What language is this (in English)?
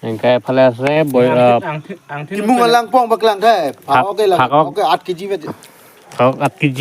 Karbi